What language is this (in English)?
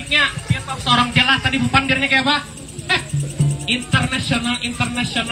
Banjar